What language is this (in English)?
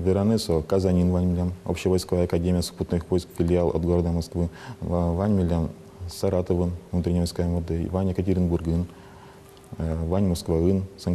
Udmurt